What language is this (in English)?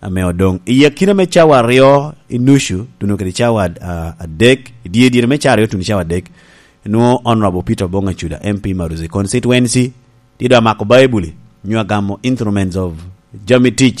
Lango (Uganda)